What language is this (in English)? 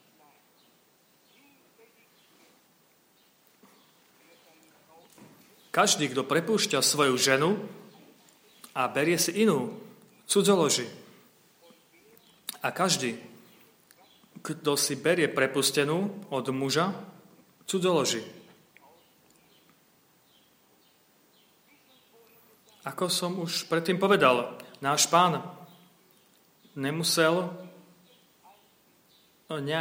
Slovak